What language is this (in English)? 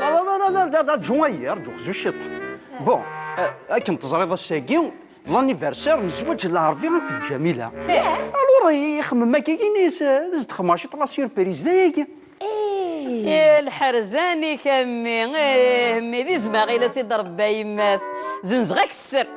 Kabyle